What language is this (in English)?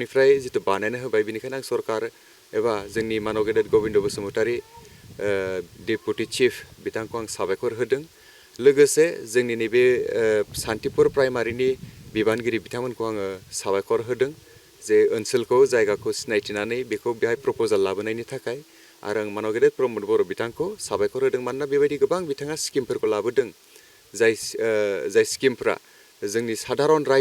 Bodo